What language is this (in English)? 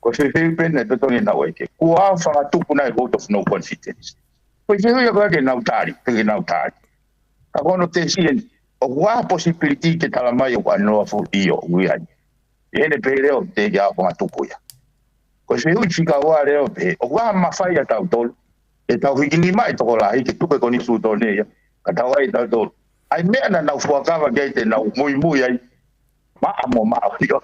Tongan